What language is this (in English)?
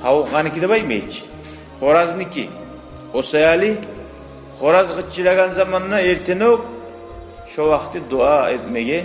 Kumyk